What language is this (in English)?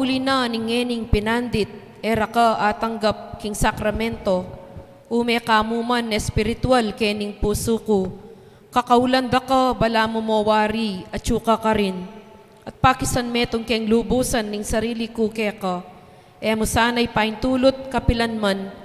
Pampanga